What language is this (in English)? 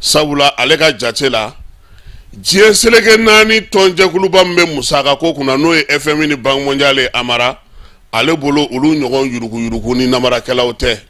Bambara